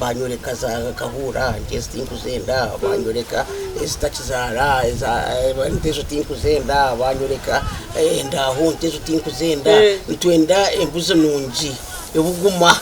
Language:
Nyankole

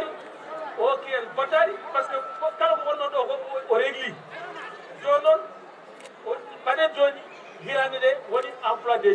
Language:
Fula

